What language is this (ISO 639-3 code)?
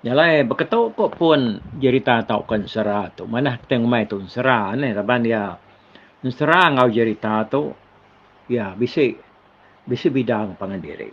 iba